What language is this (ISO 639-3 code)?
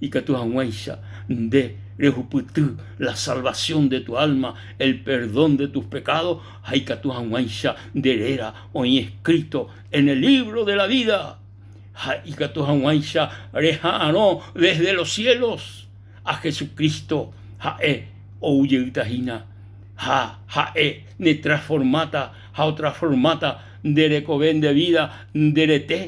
grn